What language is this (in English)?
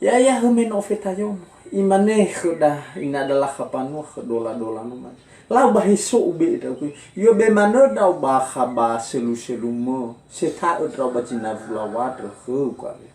Nias